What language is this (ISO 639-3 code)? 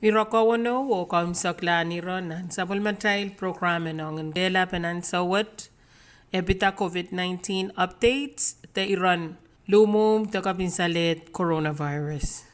pon